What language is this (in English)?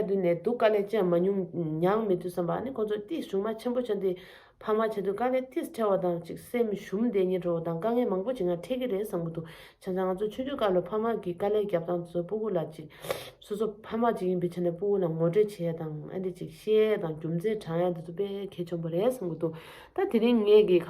Tibetan